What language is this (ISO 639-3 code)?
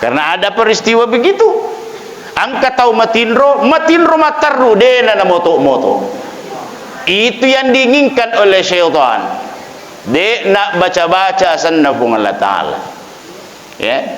bug